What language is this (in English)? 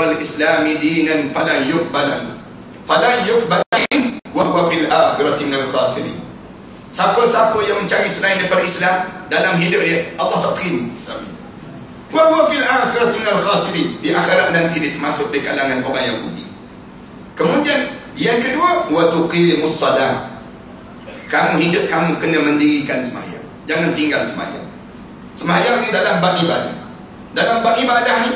Malay